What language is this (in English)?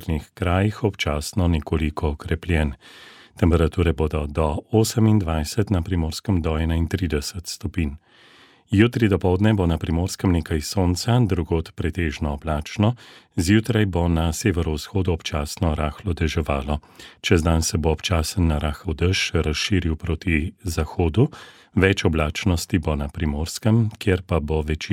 Slovenian